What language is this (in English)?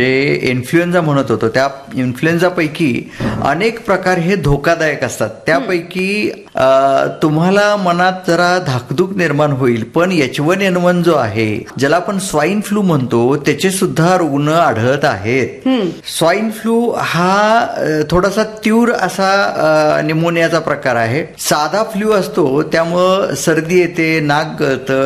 Marathi